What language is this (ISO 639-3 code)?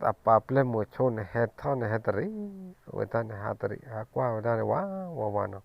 ksw